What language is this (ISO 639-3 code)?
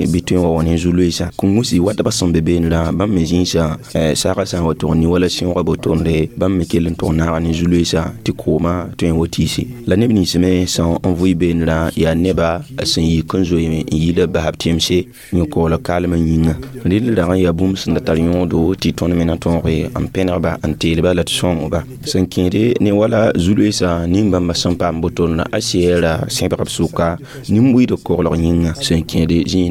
mos